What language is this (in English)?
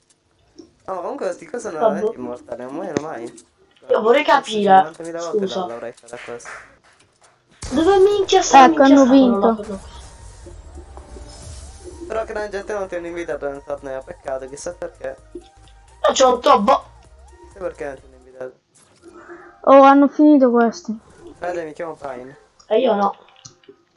Italian